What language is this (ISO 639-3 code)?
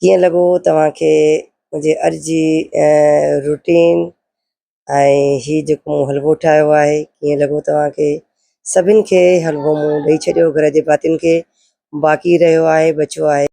snd